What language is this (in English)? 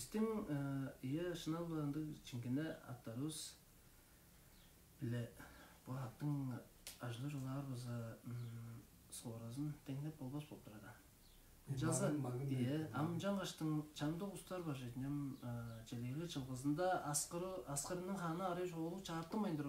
Tuvinian